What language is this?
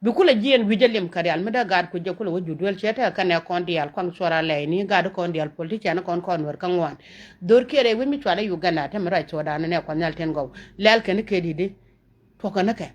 Nuer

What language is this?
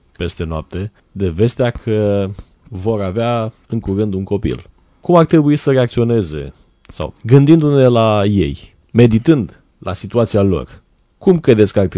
Romanian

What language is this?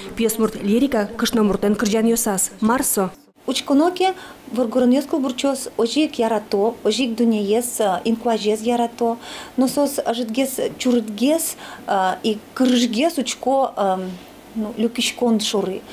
Udmurt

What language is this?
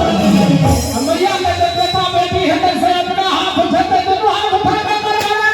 Maithili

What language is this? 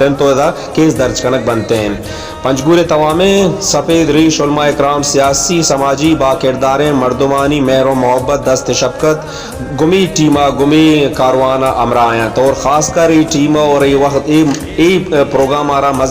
Baluchi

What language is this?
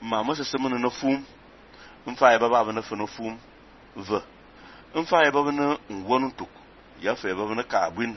Fang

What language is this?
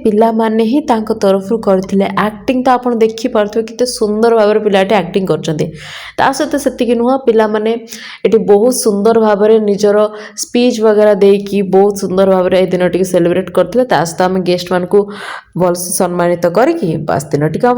Odia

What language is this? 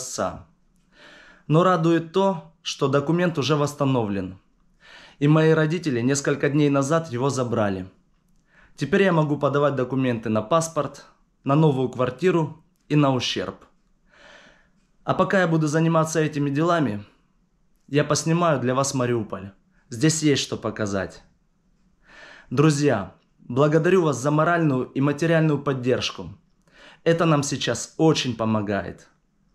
Russian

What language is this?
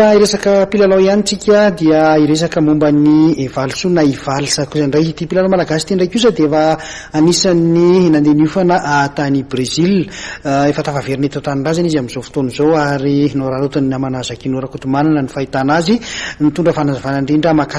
Malagasy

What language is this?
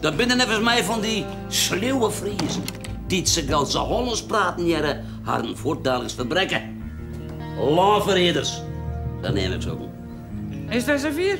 Western Frisian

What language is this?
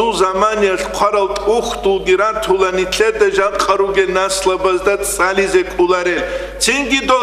Avaric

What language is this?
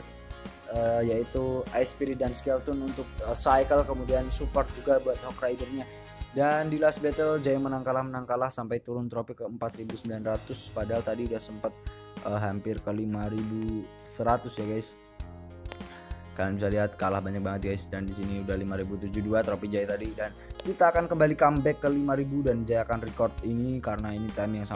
Indonesian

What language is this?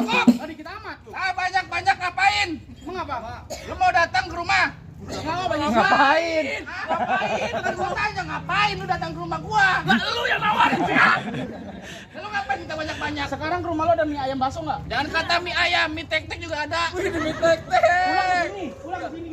Betawi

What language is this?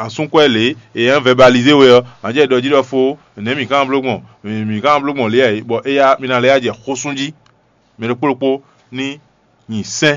Fon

